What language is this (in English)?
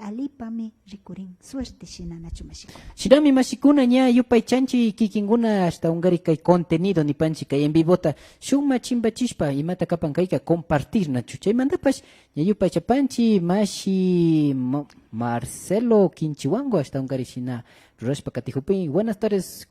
Imbabura Highland Quichua